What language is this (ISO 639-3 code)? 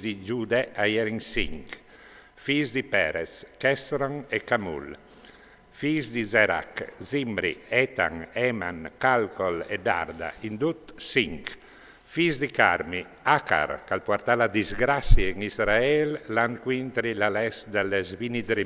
fur